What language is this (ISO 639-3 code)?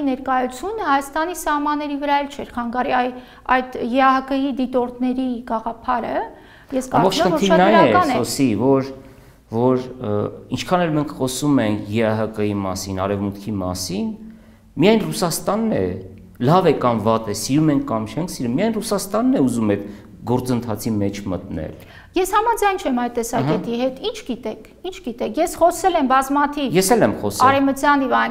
hye